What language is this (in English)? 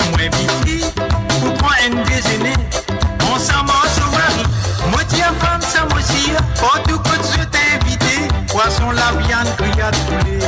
Morisyen